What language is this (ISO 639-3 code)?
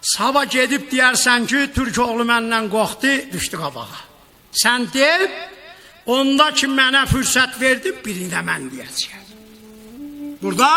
azb